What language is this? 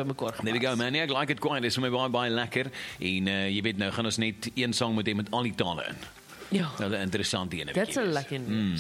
Afrikaans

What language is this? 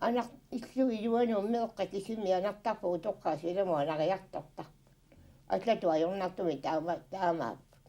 Kalaallisut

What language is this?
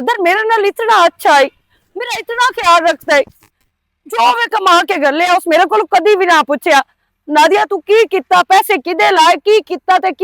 Western Panjabi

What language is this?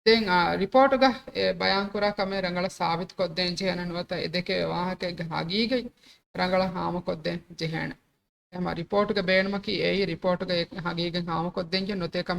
Divehi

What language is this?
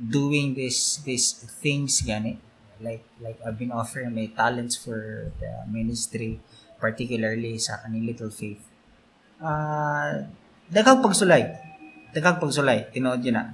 Cebuano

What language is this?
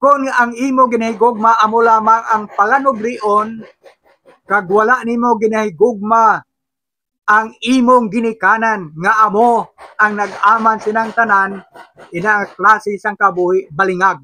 Hiligaynon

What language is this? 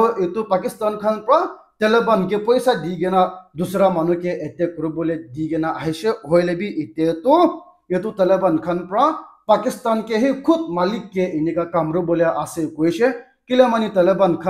Naga Pidgin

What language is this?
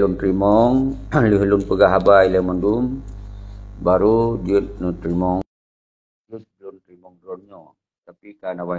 Achinese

